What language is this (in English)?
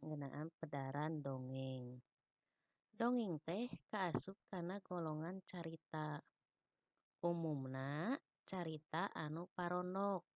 Sundanese